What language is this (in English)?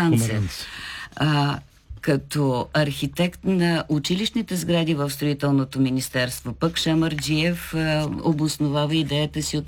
Bulgarian